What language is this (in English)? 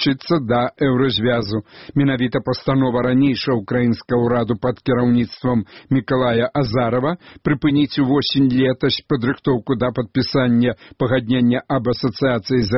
Belarusian